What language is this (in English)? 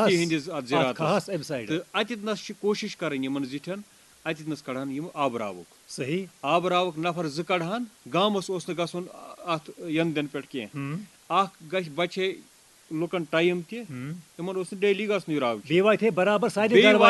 Kashmiri